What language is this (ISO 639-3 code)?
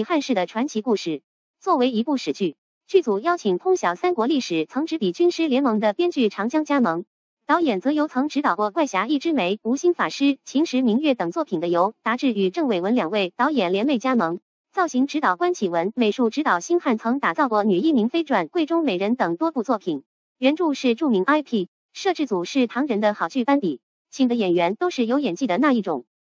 zho